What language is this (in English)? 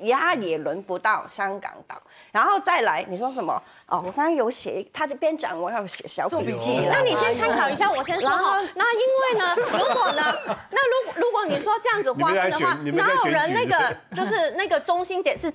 Chinese